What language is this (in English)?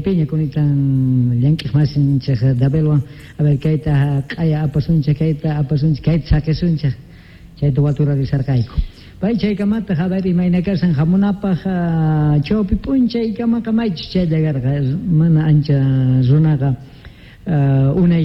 South Bolivian Quechua